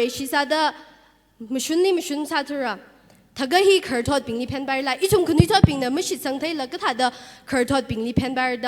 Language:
Tangkhul Naga (India)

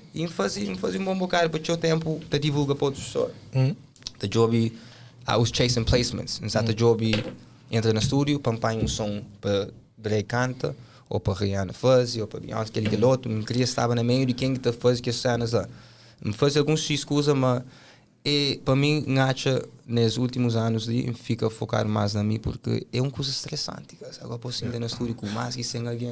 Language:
Kabuverdianu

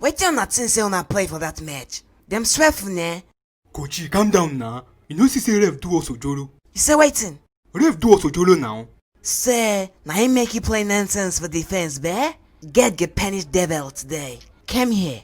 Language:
Nigerian Pidgin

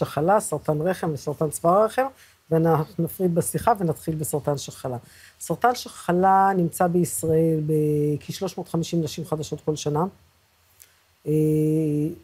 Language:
Hebrew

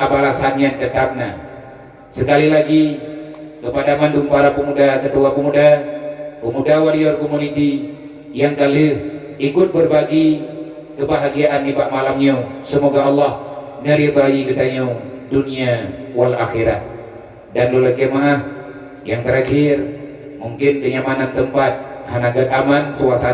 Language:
Achinese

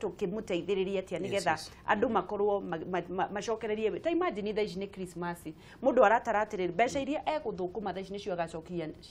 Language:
Kikuyu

